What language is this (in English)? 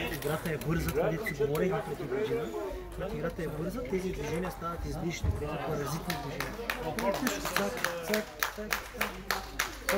Bulgarian